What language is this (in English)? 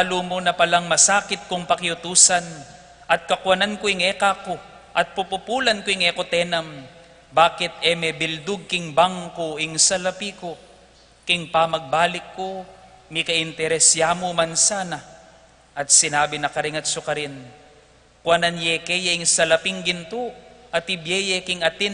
Pampanga